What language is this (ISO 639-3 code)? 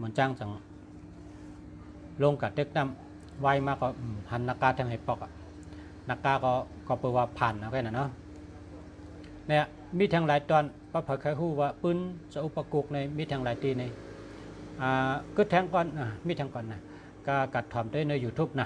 shn